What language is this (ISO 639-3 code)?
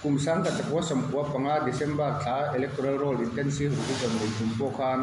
lus